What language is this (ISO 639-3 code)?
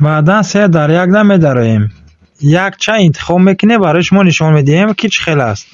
tgk